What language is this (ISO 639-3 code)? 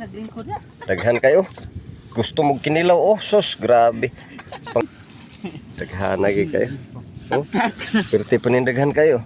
ceb